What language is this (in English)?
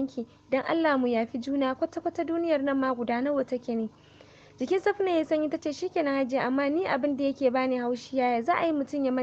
Hausa